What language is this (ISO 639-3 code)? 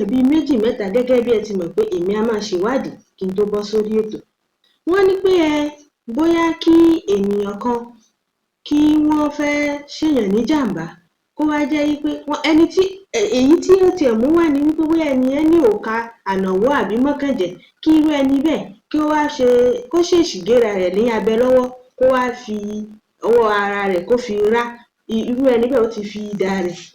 yor